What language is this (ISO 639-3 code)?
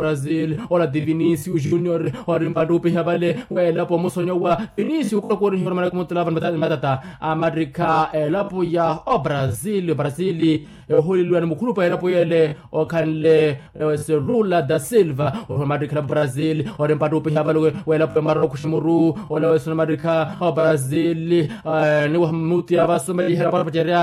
vmw